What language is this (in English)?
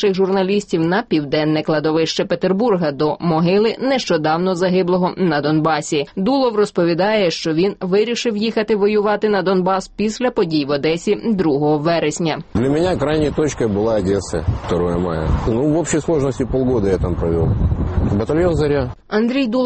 Ukrainian